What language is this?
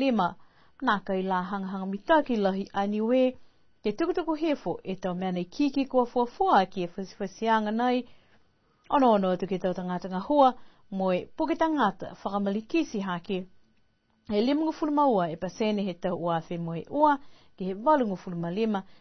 Niuean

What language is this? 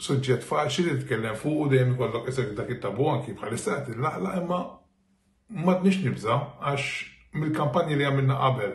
Maltese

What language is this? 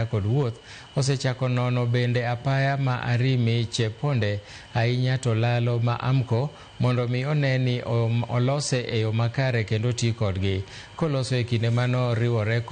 Luo (Kenya and Tanzania)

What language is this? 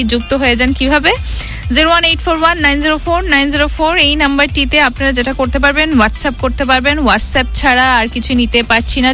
Bangla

